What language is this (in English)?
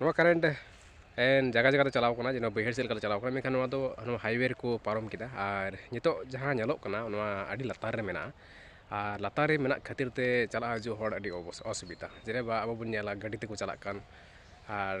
Santali